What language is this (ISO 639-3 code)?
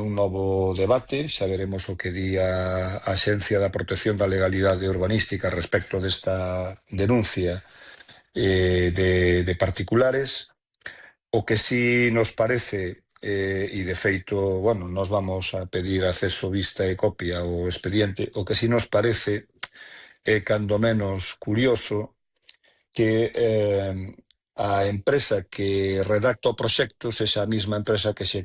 glg